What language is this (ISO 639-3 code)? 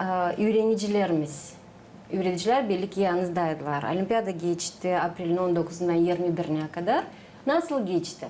gag